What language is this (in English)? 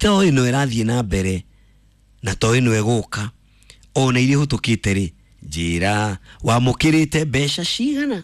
Kikuyu